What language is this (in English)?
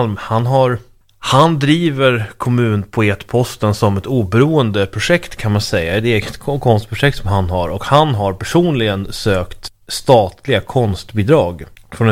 Swedish